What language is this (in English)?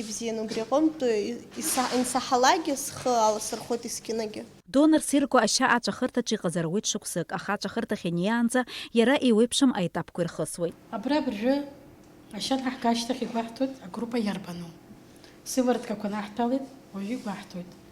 Abkhazian